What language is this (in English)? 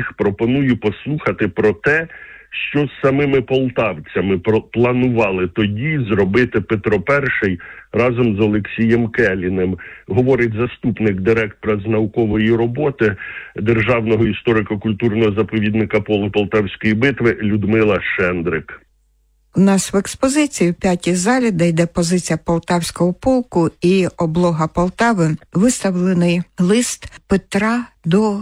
Ukrainian